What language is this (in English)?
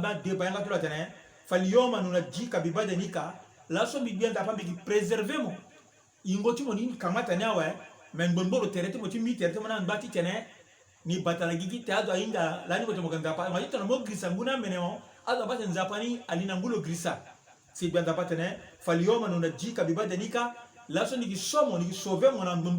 Sango